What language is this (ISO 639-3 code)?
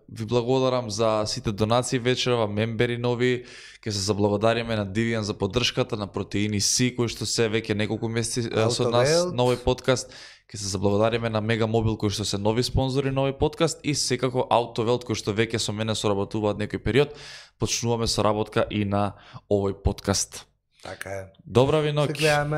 mkd